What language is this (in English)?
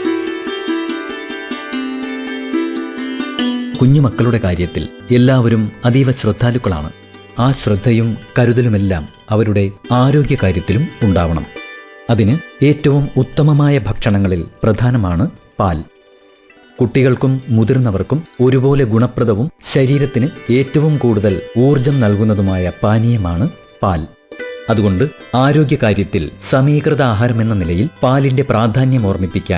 Malayalam